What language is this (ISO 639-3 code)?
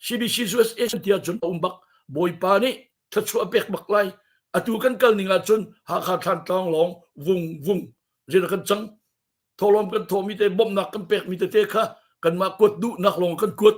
cnh